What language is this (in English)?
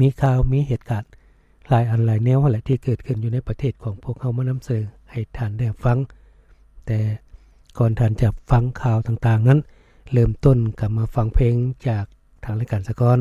Lao